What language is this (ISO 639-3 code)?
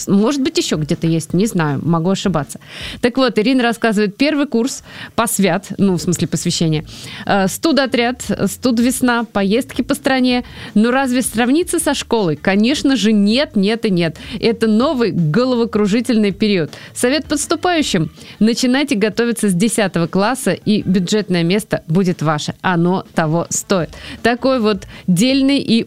rus